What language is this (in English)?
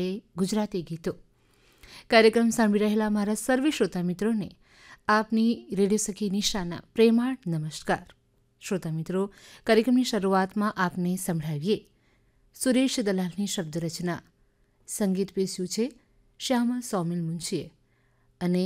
Gujarati